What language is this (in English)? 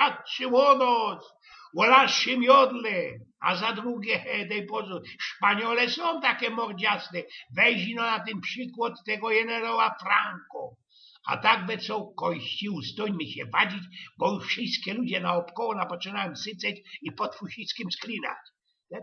Silesian